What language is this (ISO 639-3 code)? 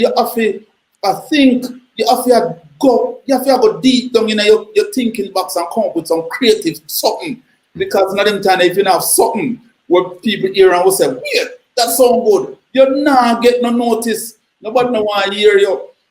jam